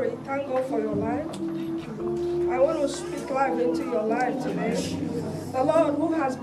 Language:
English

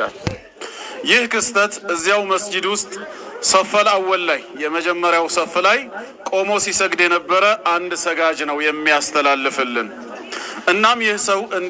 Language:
Amharic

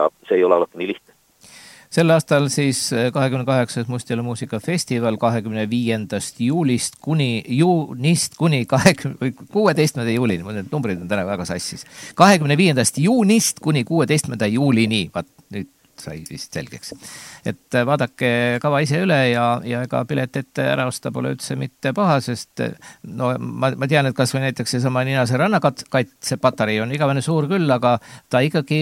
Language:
Estonian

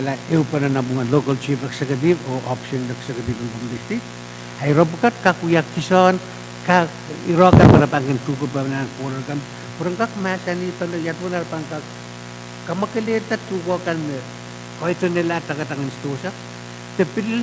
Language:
Pohnpeian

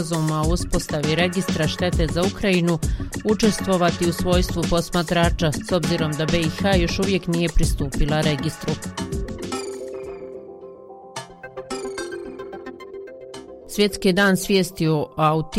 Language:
Bosnian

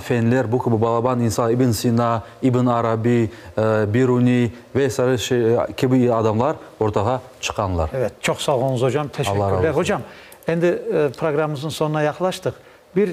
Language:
Crimean Tatar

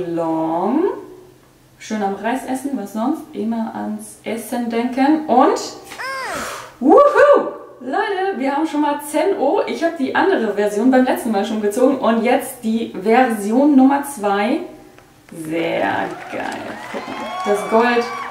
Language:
German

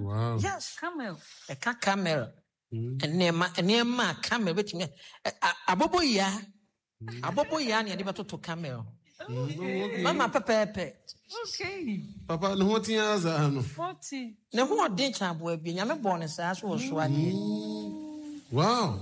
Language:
Akan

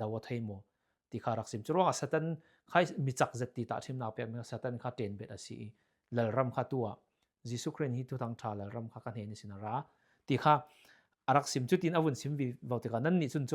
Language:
Falam Chin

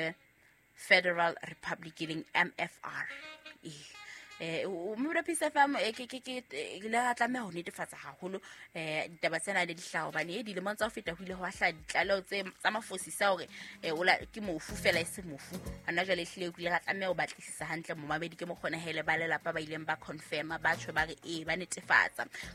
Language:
Southern Sotho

